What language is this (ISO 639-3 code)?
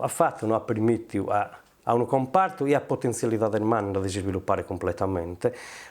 srd